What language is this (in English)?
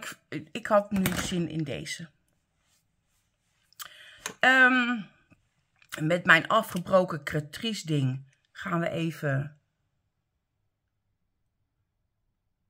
Dutch